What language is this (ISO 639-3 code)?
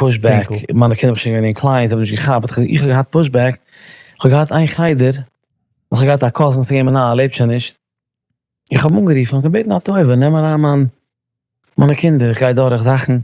yid